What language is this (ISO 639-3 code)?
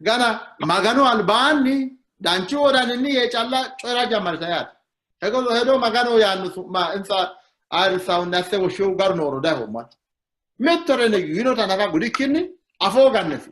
sid